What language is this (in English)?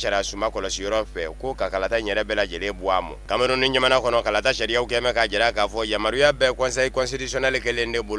Bambara